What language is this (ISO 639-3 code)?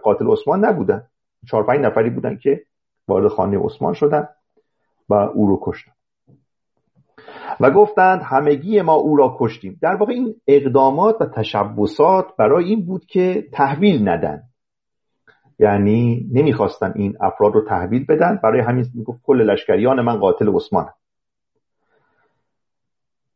fas